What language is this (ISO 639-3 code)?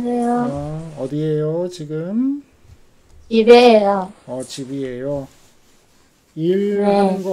kor